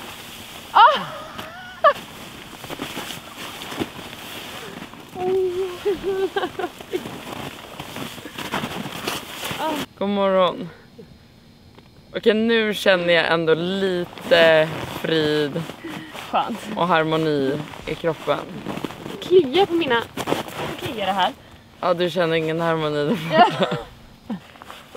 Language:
Swedish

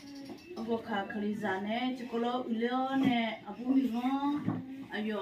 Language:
Akha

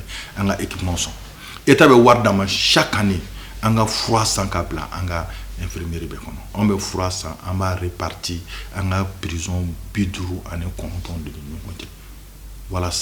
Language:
Bambara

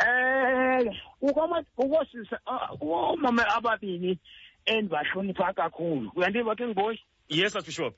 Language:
Xhosa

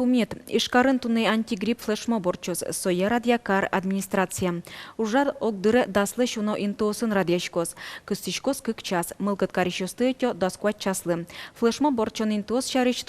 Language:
Udmurt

